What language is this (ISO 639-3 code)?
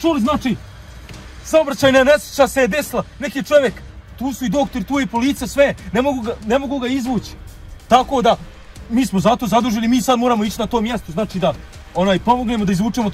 hrv